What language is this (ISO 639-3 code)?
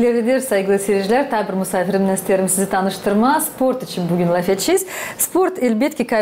gag